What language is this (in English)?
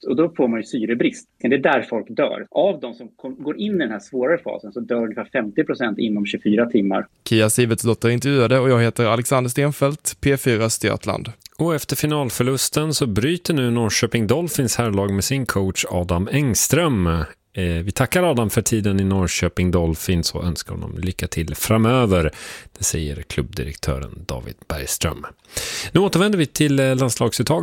Swedish